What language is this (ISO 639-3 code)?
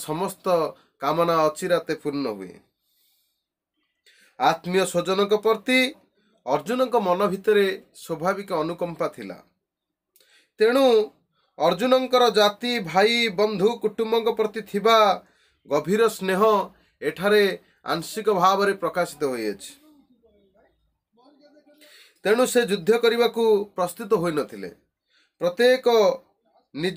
ori